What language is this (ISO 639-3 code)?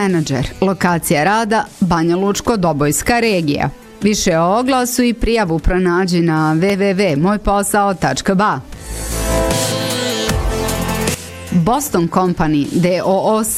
bos